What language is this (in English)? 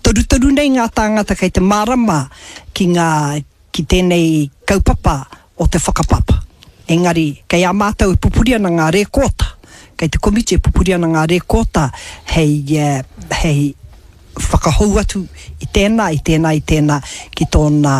Māori